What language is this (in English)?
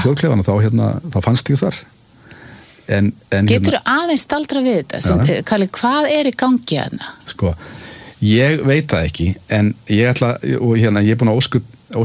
Icelandic